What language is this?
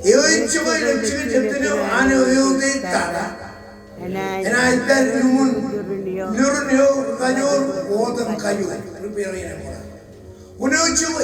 Marshallese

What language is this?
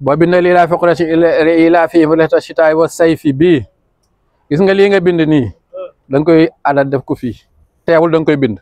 Wolof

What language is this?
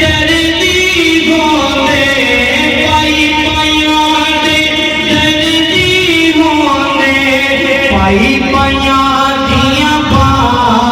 Pahari-Potwari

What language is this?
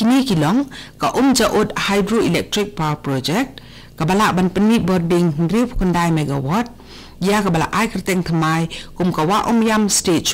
Khasi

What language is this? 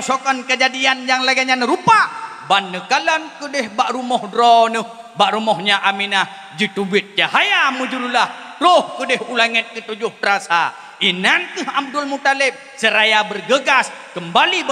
Achinese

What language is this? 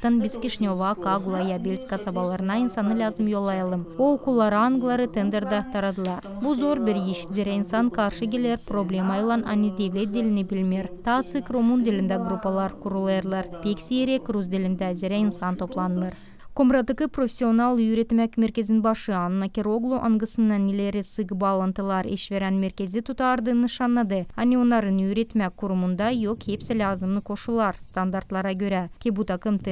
Gagauz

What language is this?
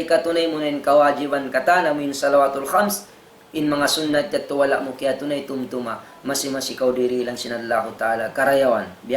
Tausug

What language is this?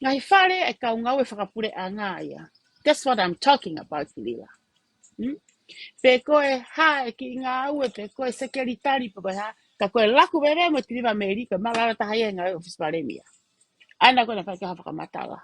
Tongan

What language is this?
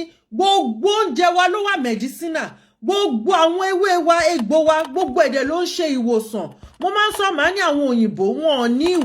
Yoruba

